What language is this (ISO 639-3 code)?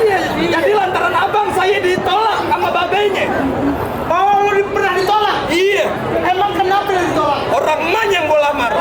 bew